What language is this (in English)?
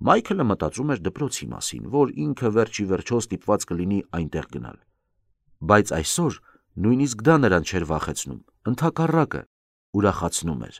Armenian